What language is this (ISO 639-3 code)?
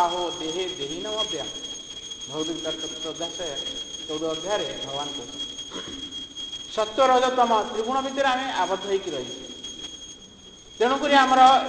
ori